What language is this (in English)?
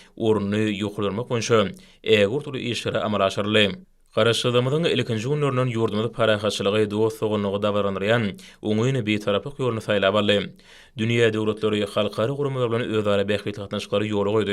Turkmen